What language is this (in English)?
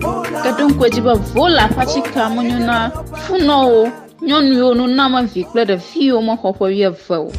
Ewe